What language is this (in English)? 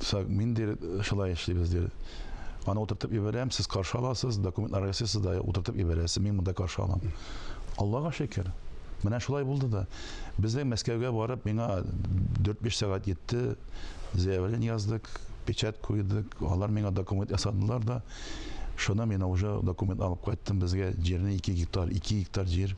Tatar